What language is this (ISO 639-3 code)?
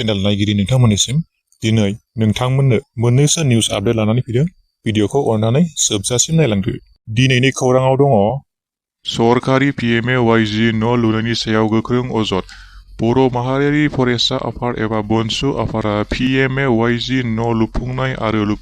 brx